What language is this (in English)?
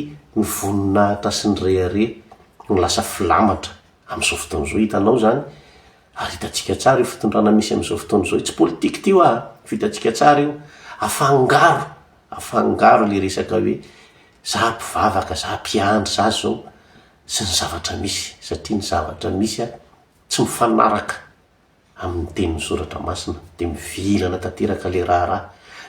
Malagasy